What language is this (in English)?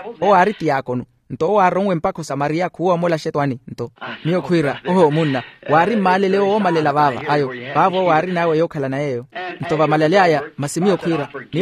Makhuwa